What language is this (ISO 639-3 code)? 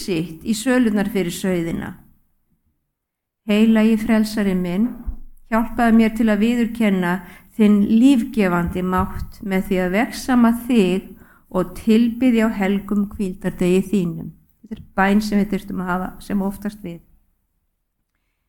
isl